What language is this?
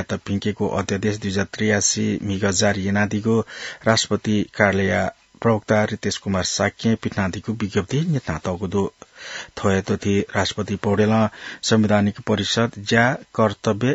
Newari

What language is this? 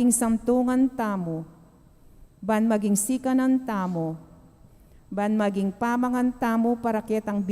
Pampanga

